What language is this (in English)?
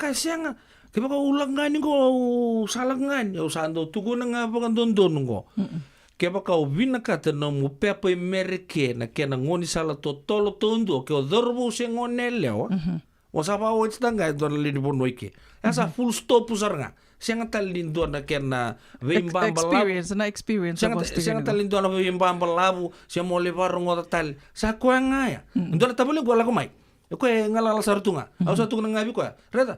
Fijian